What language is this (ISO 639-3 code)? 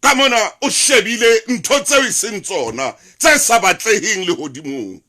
sot